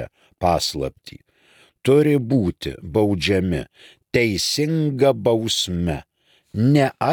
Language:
Lithuanian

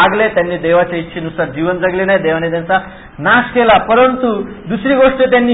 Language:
Marathi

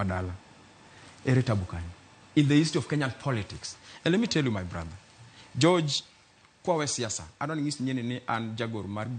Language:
Luo (Kenya and Tanzania)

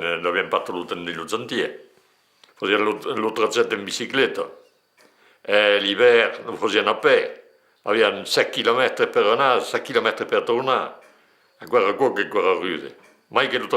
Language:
Occitan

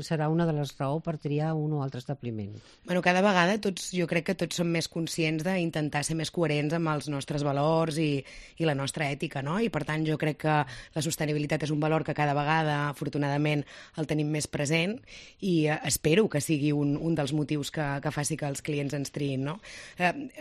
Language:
Catalan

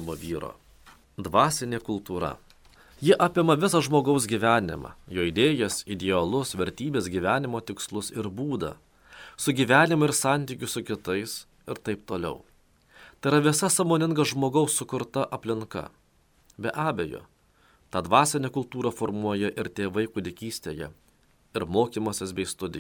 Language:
Lithuanian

